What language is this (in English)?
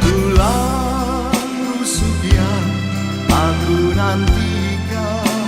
Batak Toba